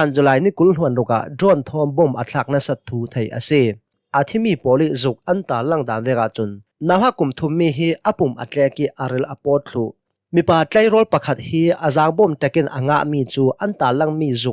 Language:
Hakha Chin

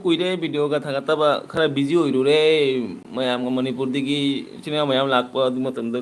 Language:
Manipuri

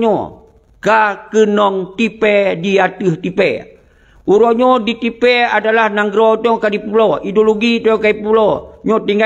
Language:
Achinese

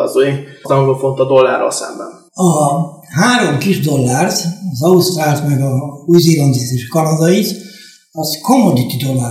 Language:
Hungarian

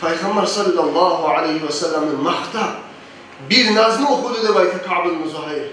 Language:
Kumyk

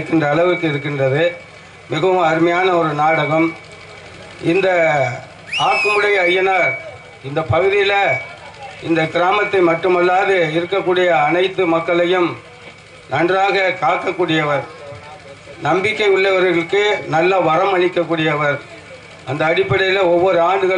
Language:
Tamil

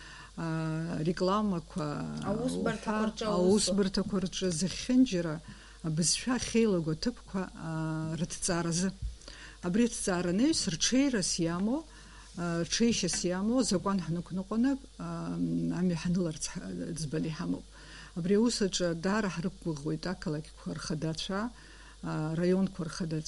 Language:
Abkhazian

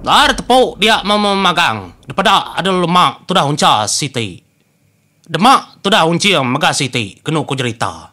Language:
Iban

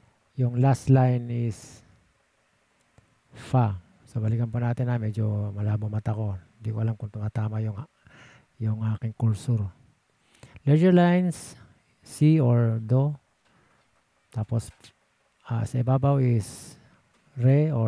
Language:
Filipino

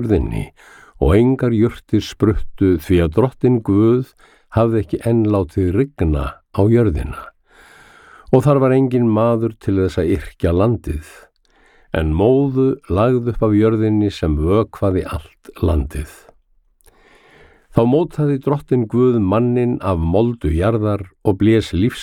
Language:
Icelandic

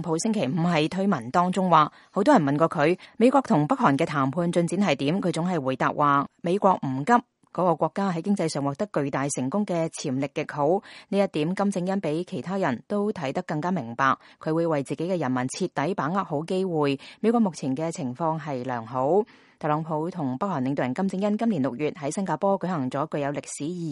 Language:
Cantonese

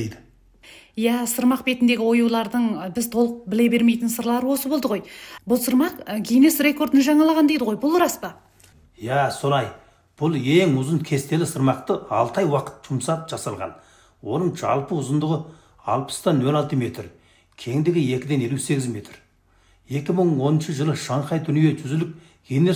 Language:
Kazakh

